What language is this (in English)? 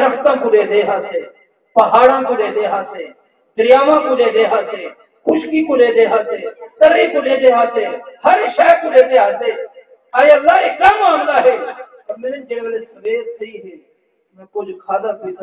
Saraiki